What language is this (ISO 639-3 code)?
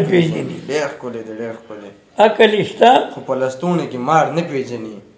pus